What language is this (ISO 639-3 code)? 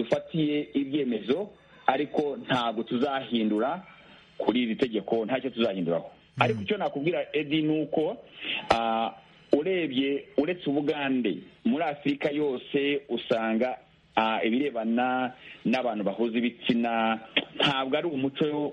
kin